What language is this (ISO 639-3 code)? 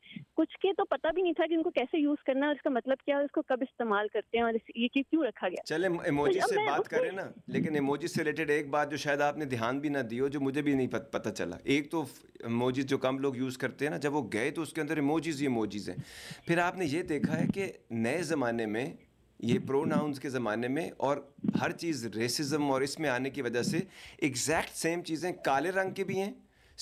urd